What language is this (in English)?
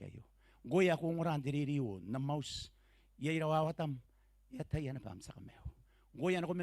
Gilbertese